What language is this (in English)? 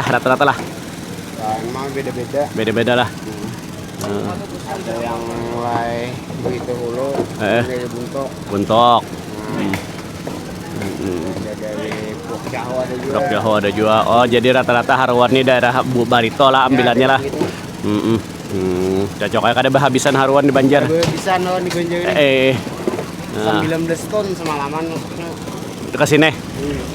Banjar